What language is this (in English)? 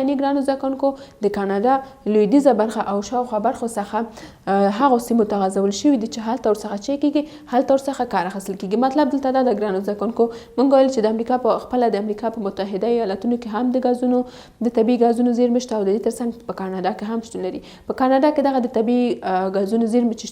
Pashto